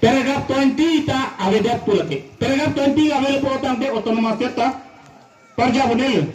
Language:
Karbi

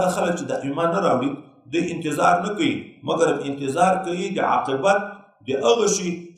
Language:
Pashto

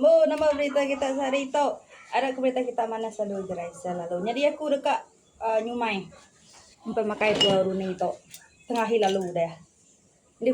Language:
Iban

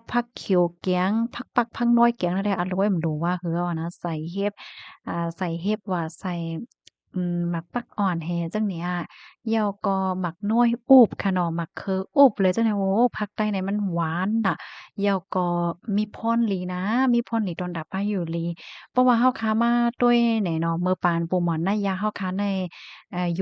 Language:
Shan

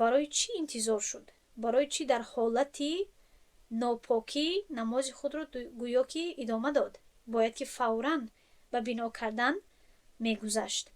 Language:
Tajik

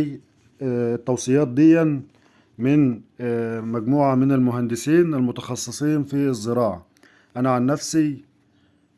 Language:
Egyptian Arabic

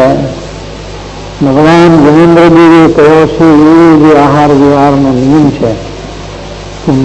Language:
Gujarati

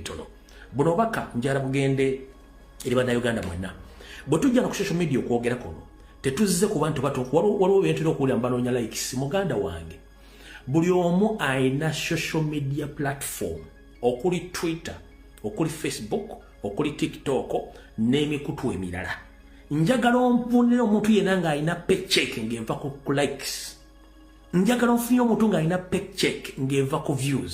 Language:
Ganda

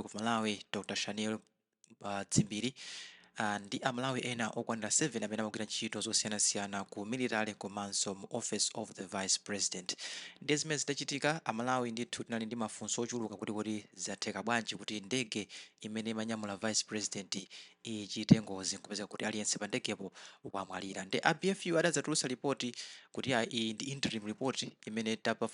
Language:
Nyanja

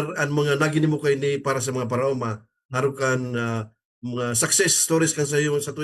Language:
Bikol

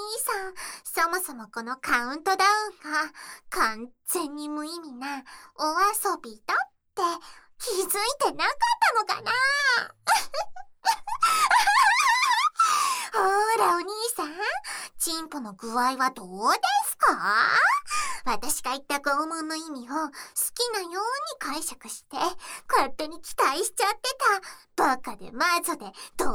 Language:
Japanese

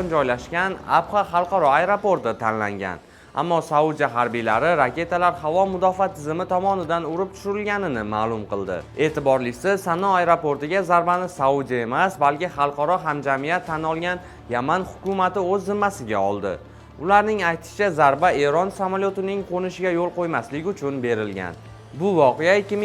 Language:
Uzbek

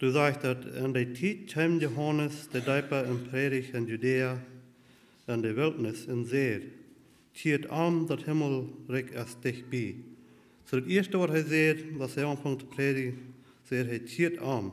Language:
Plautdietsch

